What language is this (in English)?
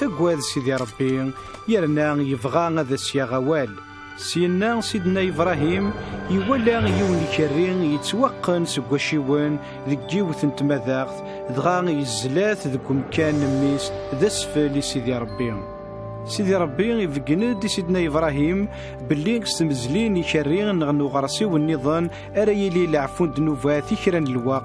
Kabyle